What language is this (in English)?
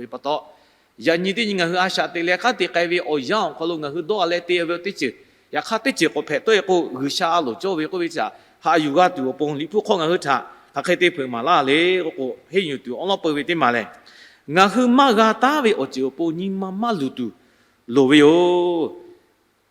Lahu